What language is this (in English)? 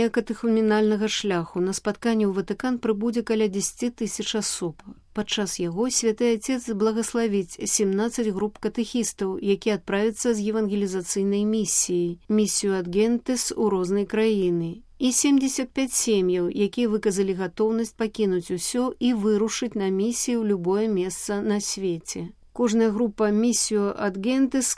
Belarusian